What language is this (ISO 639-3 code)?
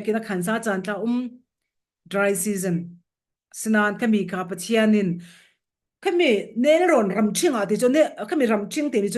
cfm